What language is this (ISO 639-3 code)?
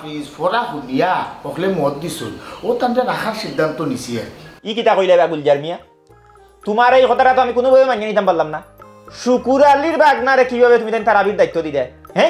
syl